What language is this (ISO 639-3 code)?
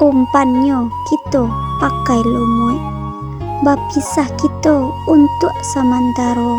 min